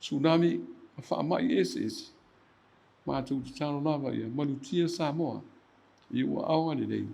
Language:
Samoan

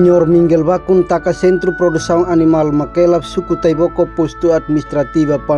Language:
Tetum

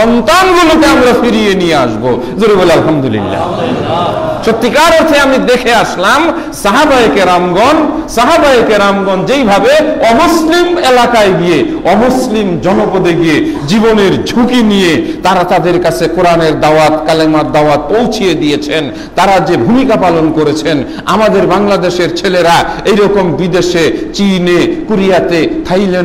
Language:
Bangla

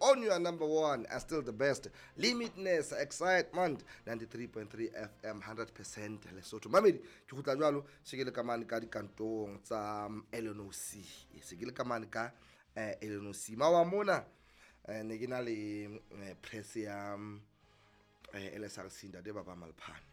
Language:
Southern Sotho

